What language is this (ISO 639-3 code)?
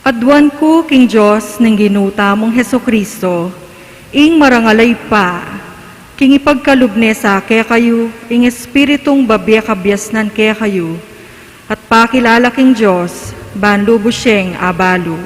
pam